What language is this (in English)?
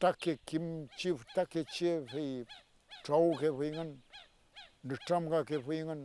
Mapuche